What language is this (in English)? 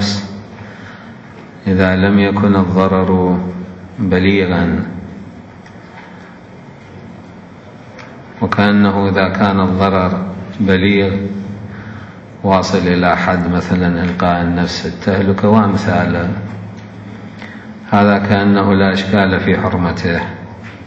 Arabic